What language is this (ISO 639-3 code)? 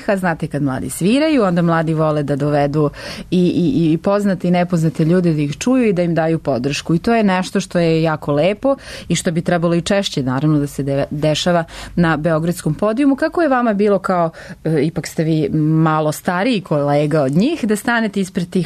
srp